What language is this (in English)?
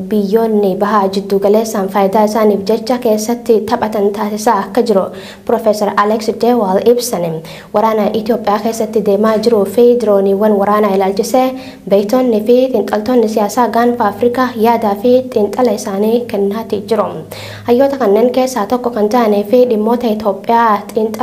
Oromo